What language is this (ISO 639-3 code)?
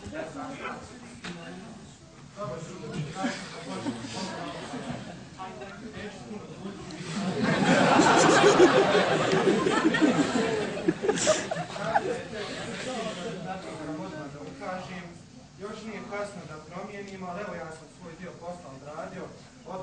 bos